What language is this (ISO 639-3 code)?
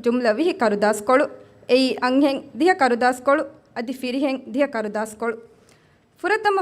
div